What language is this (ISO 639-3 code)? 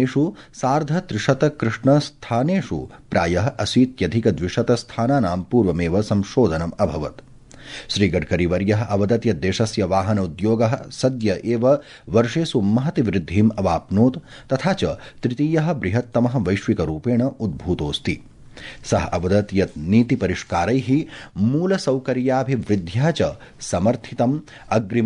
san